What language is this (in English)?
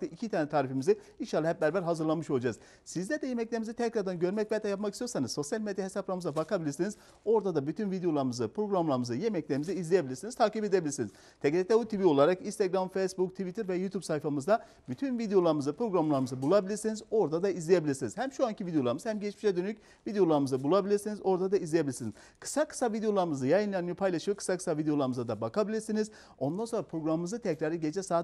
Turkish